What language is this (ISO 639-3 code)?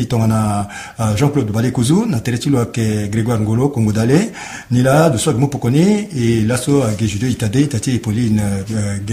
sag